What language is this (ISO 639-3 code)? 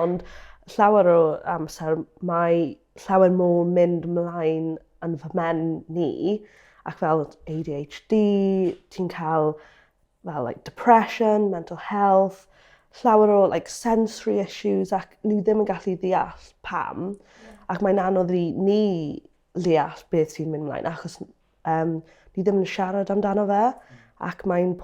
cym